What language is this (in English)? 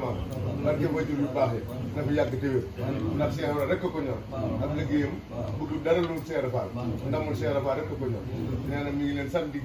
Wolof